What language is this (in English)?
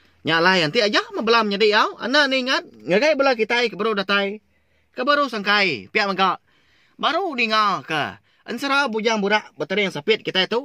Iban